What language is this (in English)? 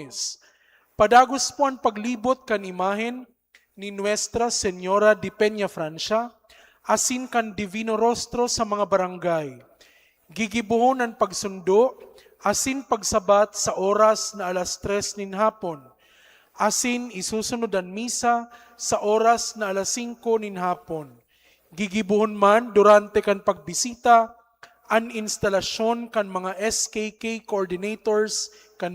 Bikol